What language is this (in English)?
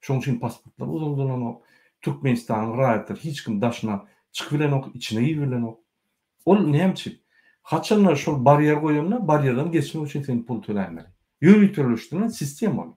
Turkmen